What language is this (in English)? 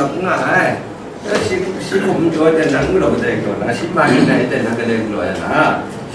Kachin